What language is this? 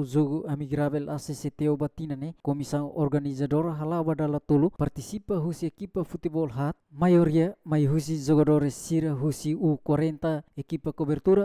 Tetum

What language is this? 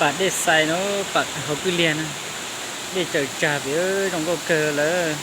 Hmong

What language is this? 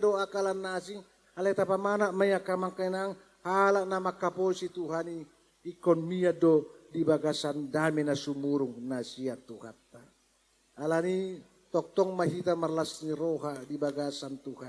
Batak Toba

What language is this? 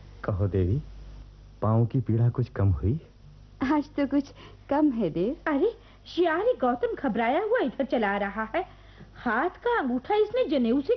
Hindi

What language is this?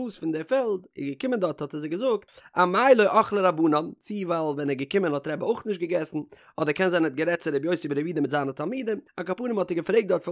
Yiddish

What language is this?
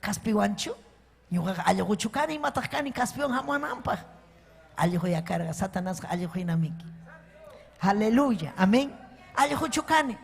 Ayacucho Quechua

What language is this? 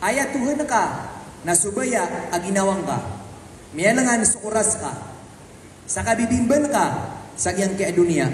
Maranao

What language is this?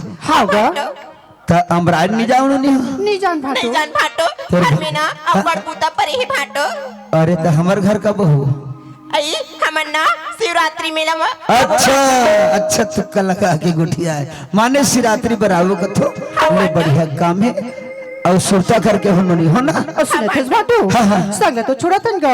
Chhattisgarhi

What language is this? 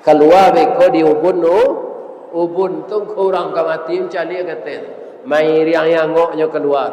Minangkabau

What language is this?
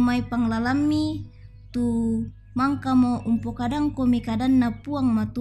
Toraja-Sa'dan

